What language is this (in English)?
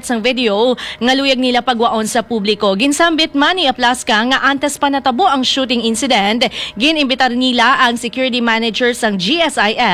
Hiligaynon